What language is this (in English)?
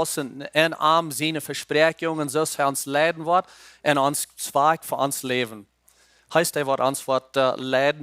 Plautdietsch